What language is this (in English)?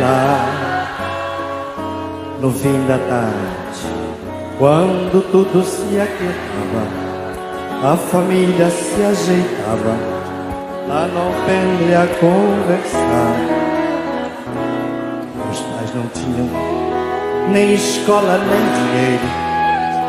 Portuguese